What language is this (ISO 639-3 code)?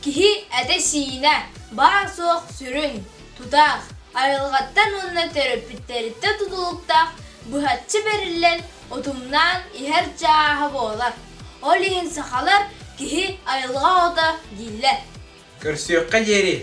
sah